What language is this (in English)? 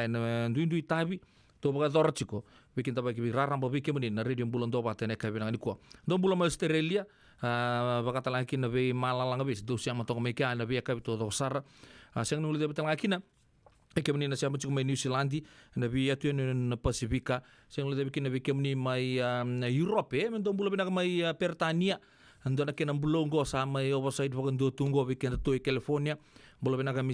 Fijian